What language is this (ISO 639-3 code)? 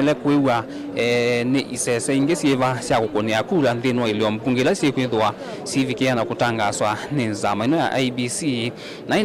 kam